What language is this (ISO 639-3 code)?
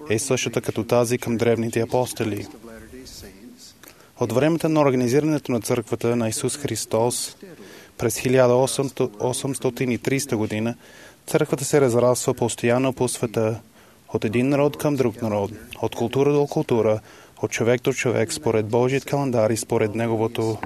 bul